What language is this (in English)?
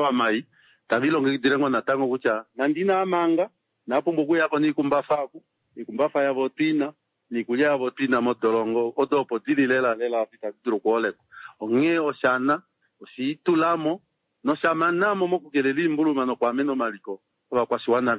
Kuanyama